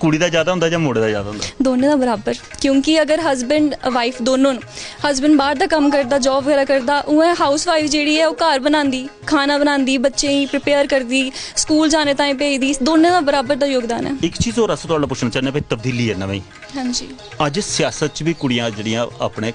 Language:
Dogri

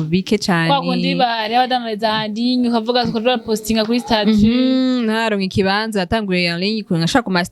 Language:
Rundi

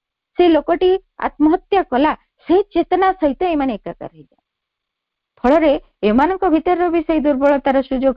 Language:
Odia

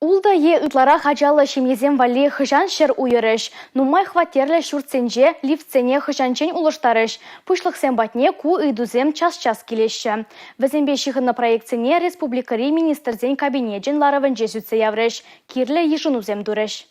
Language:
Chuvash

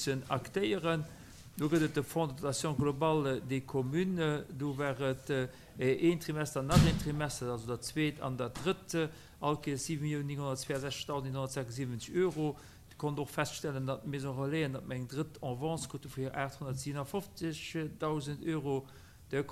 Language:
Luxembourgish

